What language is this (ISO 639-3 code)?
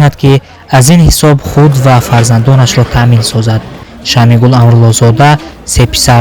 tgk